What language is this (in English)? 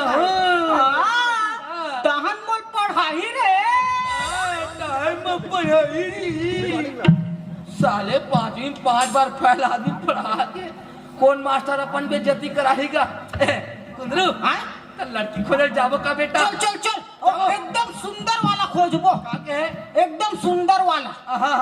Chhattisgarhi